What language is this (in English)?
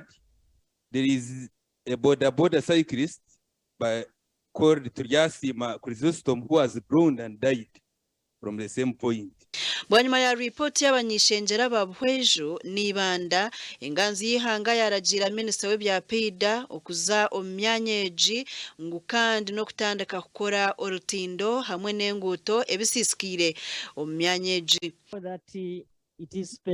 Nyankole